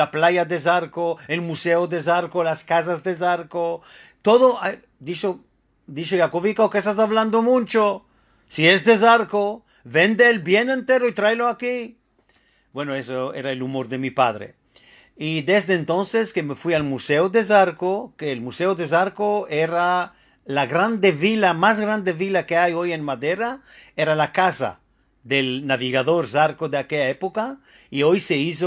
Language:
Ladino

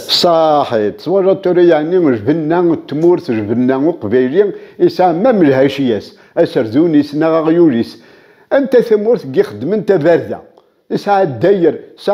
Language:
Kabyle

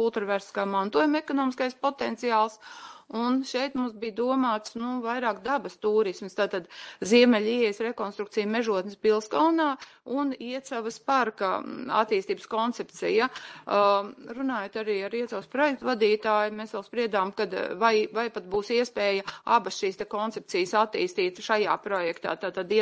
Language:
Latvian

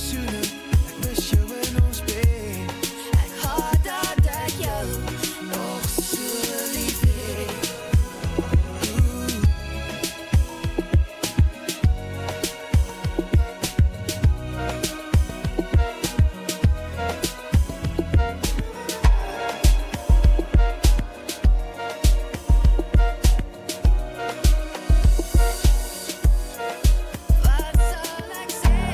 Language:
Afrikaans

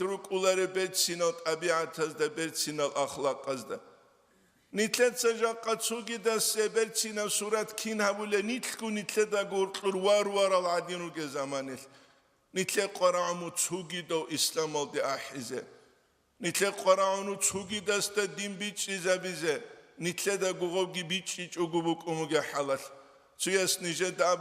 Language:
Avaric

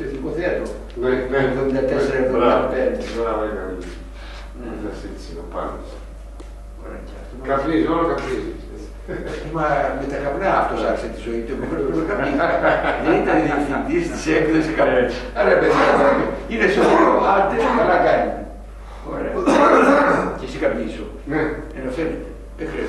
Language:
Greek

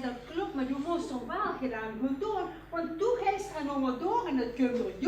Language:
Limburgish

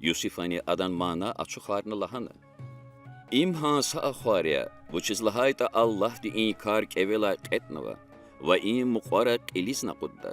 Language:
Lezghian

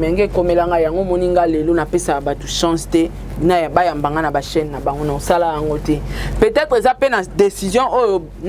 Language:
Lingala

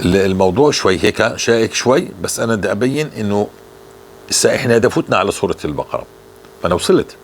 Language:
North Levantine Arabic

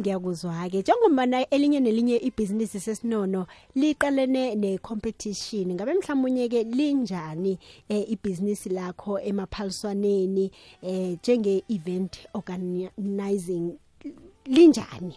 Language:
South Ndebele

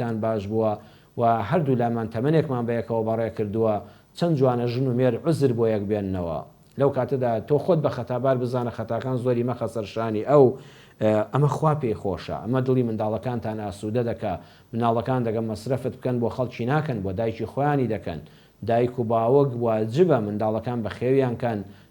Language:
Central Kurdish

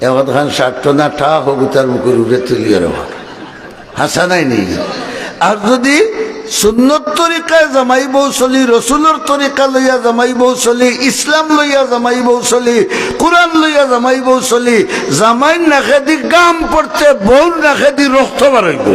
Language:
Sylheti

